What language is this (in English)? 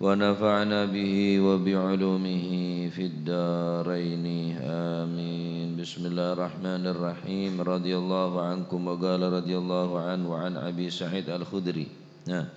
Madurese